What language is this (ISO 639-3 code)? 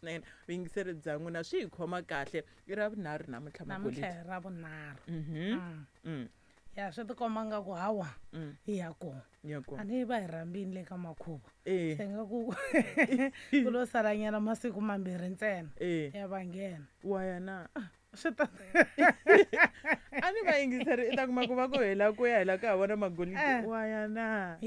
tso